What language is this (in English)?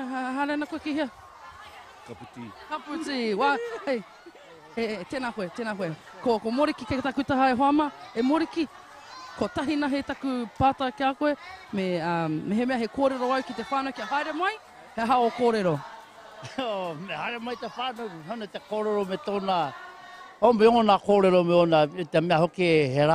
Māori